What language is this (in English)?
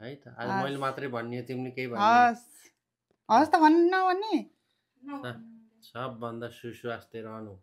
Nepali